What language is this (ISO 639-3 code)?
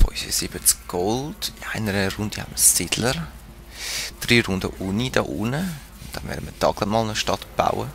gsw